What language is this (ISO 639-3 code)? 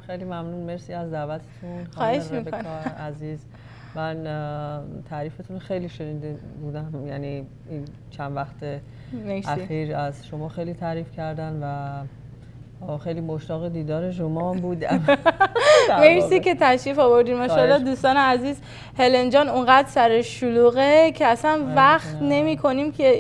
fas